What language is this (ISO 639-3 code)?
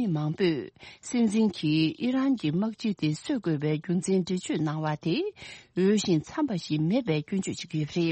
bod